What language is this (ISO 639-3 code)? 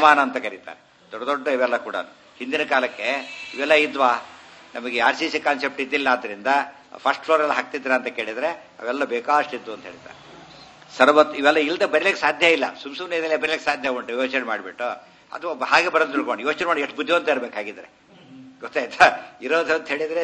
kan